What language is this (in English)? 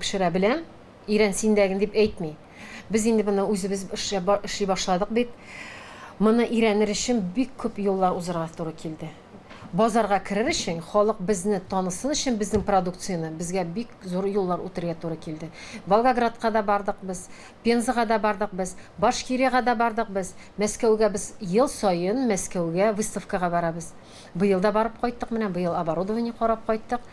Tatar